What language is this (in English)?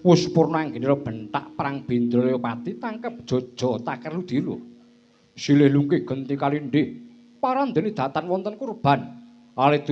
Javanese